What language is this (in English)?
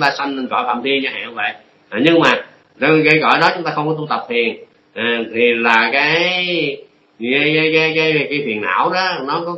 Vietnamese